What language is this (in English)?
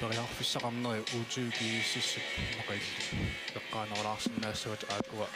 Kalaallisut